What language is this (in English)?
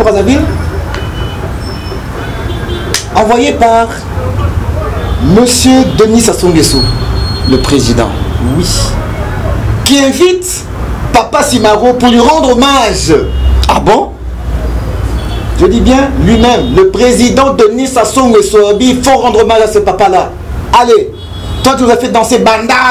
French